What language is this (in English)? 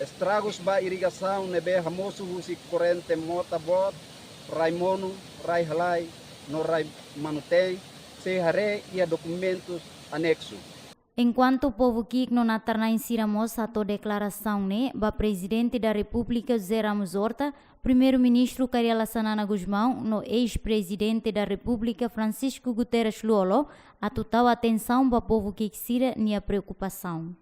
Tetum